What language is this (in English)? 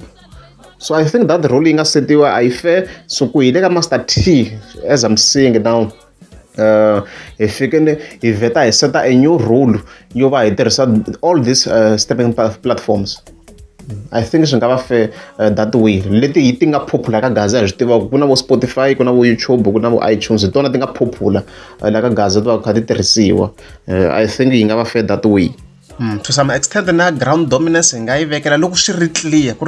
Tsonga